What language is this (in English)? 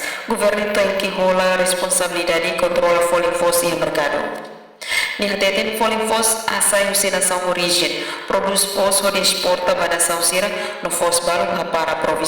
Tetum